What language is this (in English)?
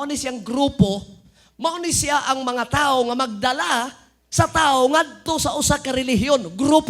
Cebuano